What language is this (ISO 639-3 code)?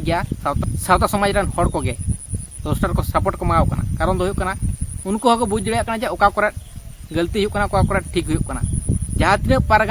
sat